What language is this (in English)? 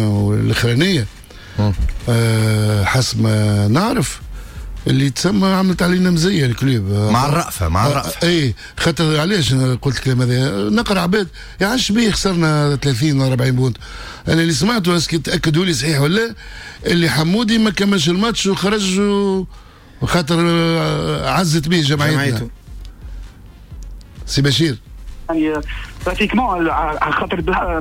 Tunisian Arabic